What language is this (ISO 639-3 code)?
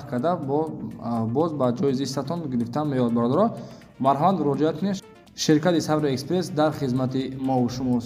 tgk